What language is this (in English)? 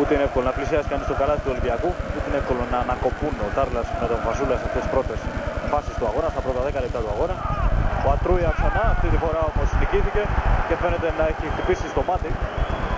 Greek